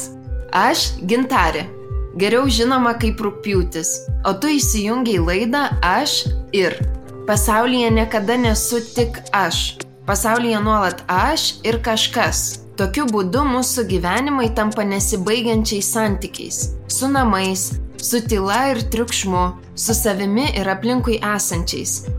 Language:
Lithuanian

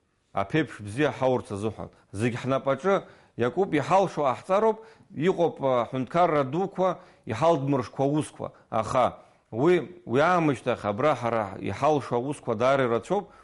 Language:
Abkhazian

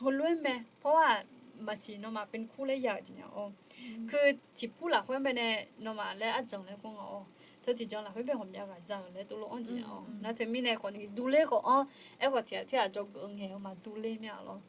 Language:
Akha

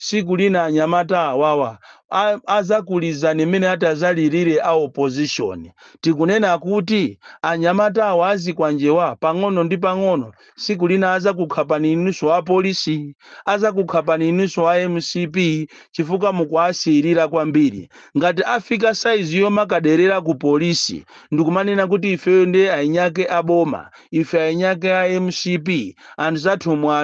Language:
Nyanja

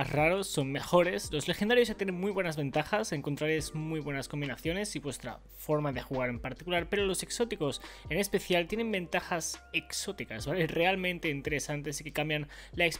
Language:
Spanish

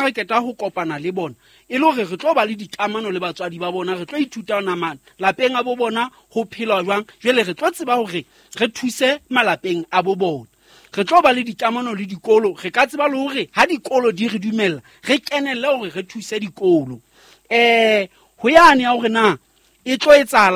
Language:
Southern Sotho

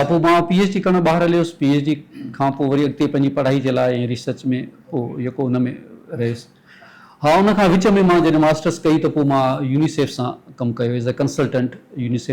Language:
Sindhi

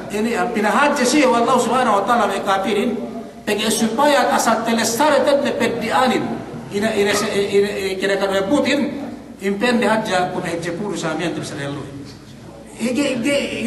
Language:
Yakan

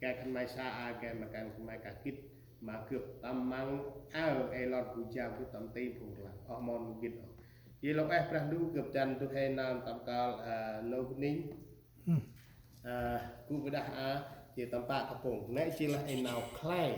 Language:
Central Mnong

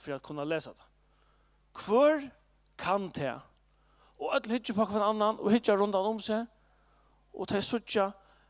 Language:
Faroese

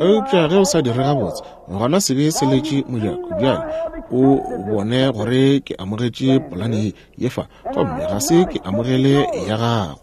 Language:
Northern Sotho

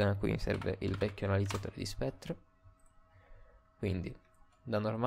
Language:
Italian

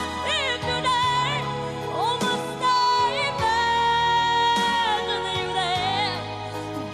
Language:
Tatar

